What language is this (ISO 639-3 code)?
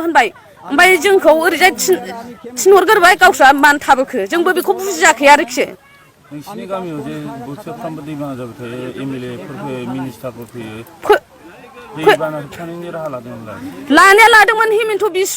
brx